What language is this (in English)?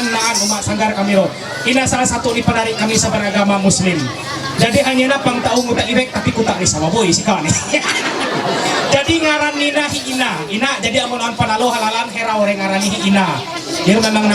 Ma'anyan